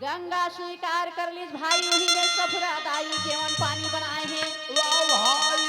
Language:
Chhattisgarhi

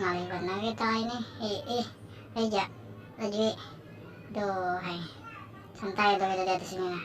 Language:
Banjar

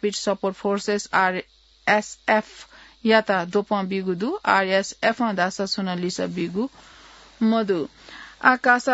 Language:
Newari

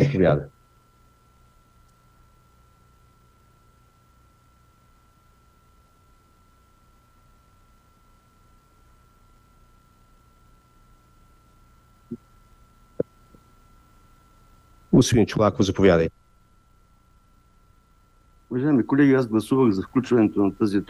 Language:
Bulgarian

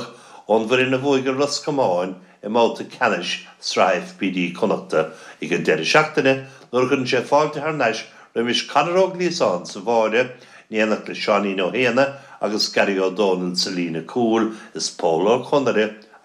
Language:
Irish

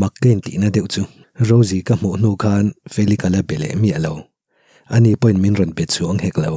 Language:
Mizo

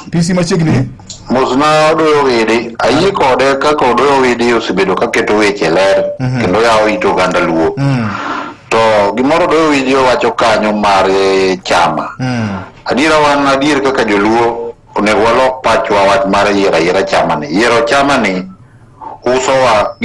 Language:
Luo (Kenya and Tanzania)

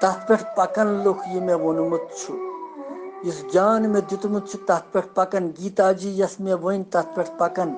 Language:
Kashmiri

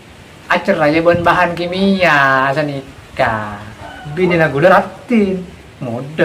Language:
Madurese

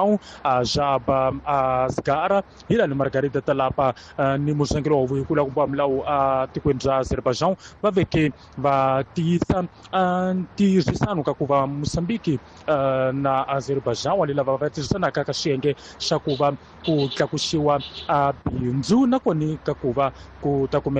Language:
Tsonga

